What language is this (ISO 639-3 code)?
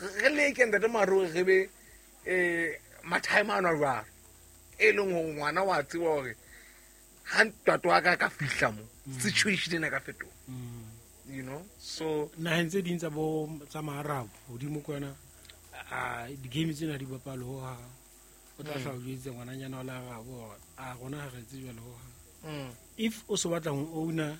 sot